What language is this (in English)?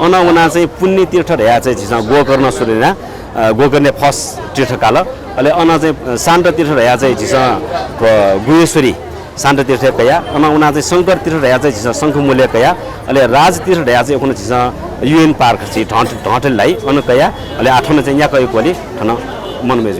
Newari